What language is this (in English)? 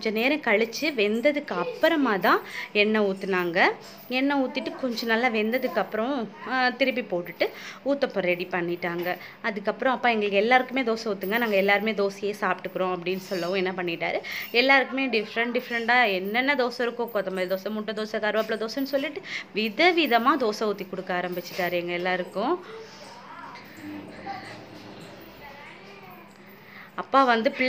Tamil